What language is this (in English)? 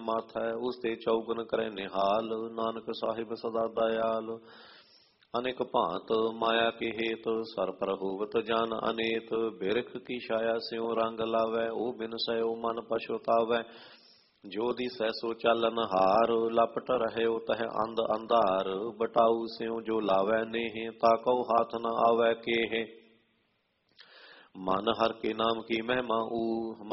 Punjabi